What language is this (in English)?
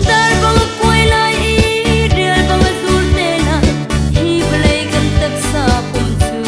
Hakha Chin